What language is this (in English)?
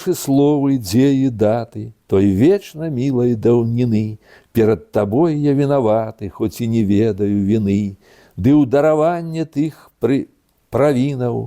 Belarusian